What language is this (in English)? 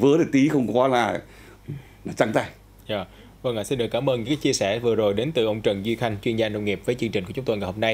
Vietnamese